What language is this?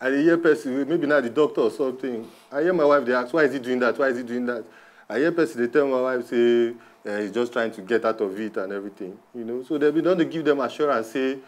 Nigerian Pidgin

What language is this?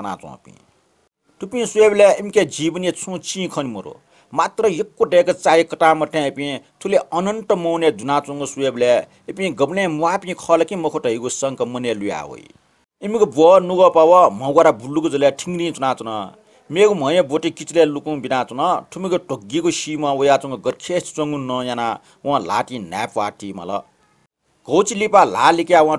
Newari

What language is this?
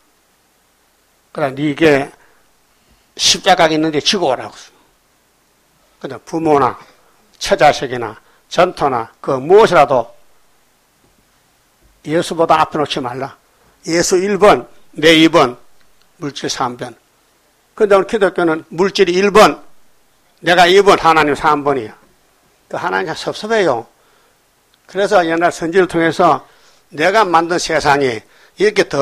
Korean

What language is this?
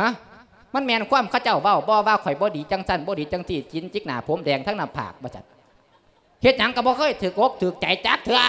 Lao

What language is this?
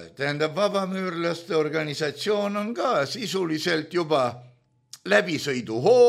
Estonian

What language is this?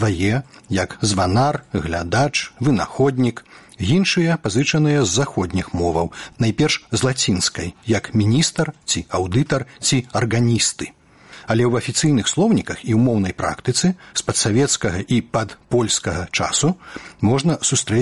Belarusian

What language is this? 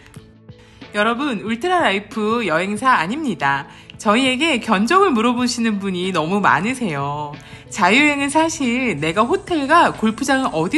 Korean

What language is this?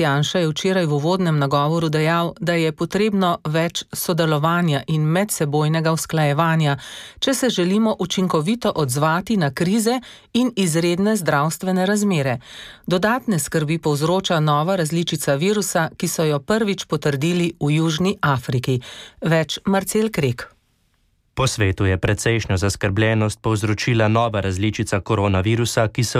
Slovenian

